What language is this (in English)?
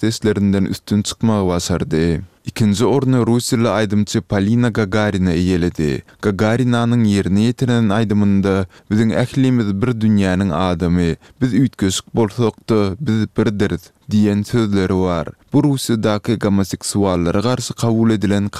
Turkmen